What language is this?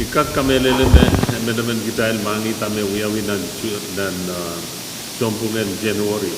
Pohnpeian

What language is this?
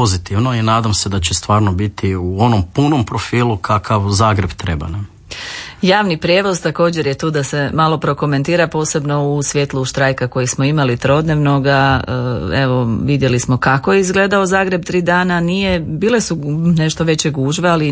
Croatian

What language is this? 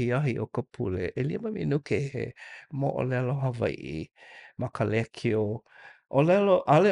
Hawaiian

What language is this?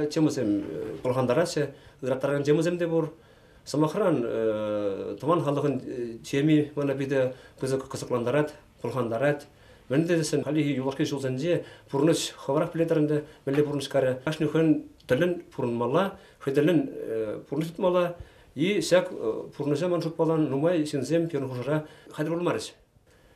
Chuvash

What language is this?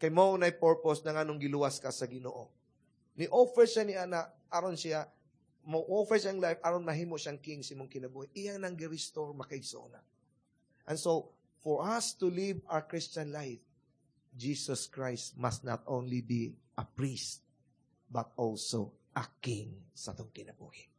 Cebuano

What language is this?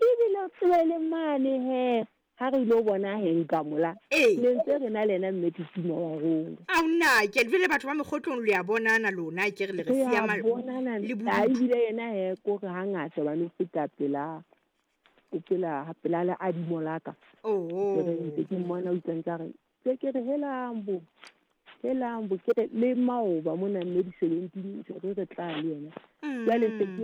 Southern Sotho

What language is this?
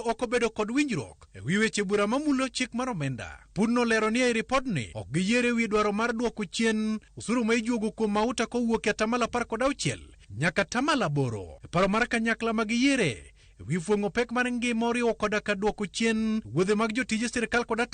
Luo (Kenya and Tanzania)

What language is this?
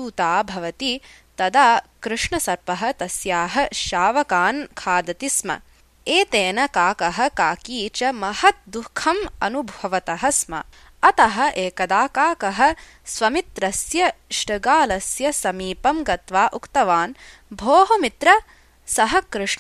Sanskrit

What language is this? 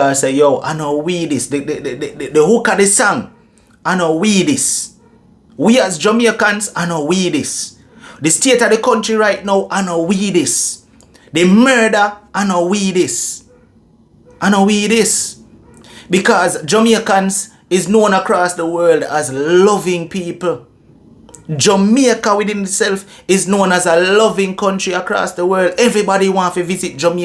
Jamaican Creole English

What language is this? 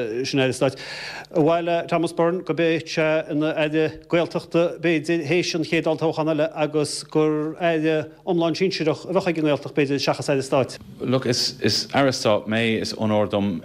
Irish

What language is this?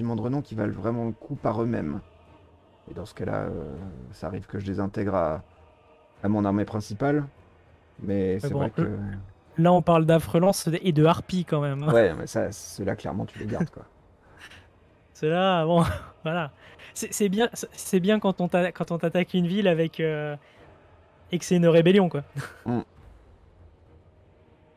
French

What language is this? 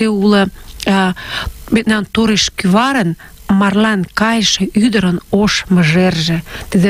Mari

